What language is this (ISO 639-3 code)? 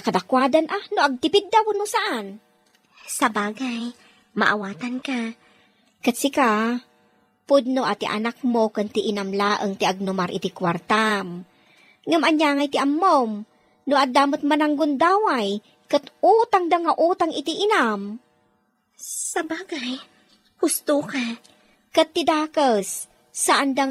ilo